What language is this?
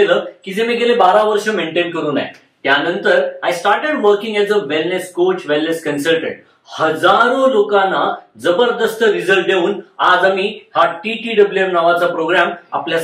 Marathi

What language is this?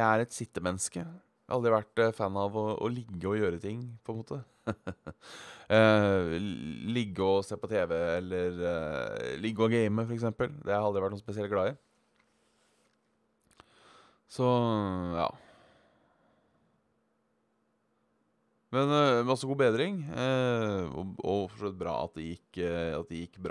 Norwegian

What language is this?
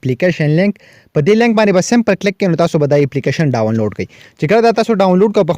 Pashto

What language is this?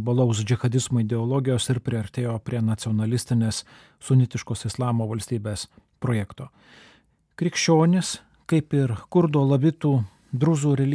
Lithuanian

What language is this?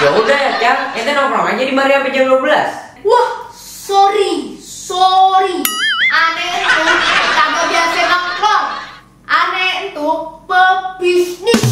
Betawi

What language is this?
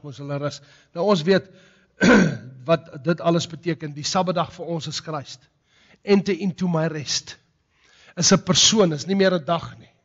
Afrikaans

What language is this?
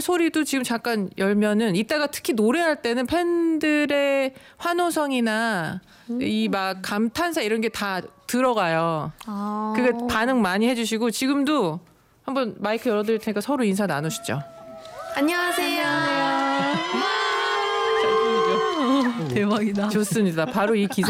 Korean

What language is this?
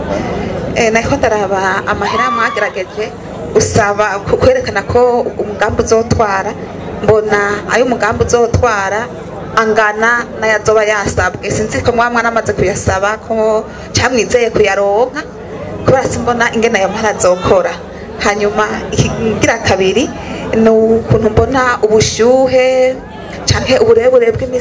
Rundi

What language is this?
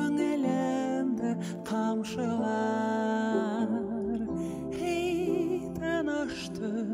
Kazakh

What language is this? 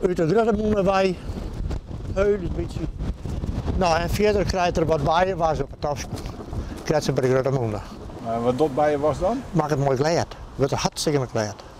Western Frisian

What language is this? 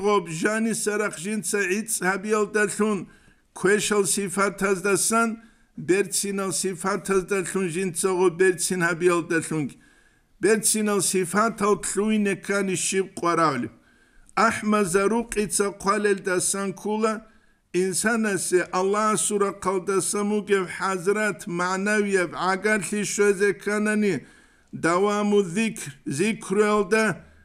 Avaric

